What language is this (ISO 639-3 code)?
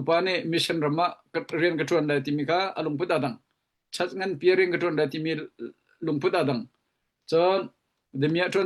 cnh